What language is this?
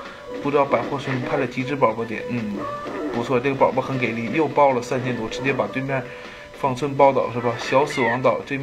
Chinese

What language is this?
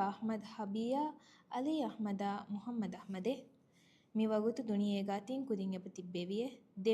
Divehi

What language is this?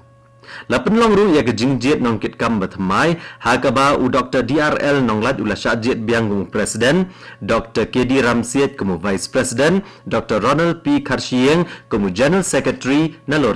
Khasi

